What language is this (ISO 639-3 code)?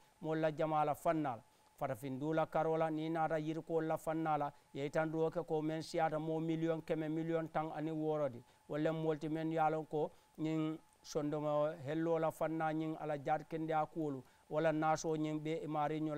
man